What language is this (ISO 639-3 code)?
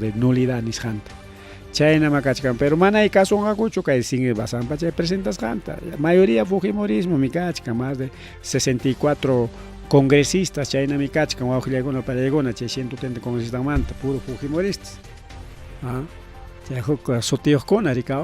quy